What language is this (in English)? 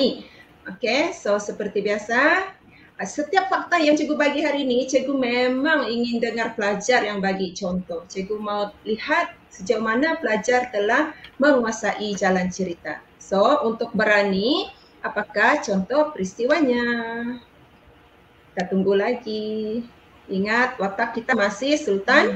Malay